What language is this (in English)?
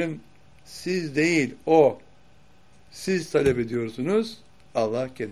Turkish